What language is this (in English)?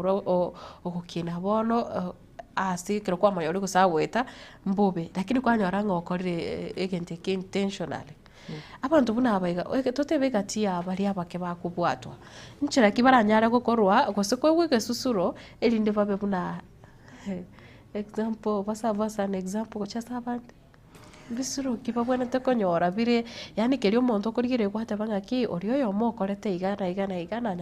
Gusii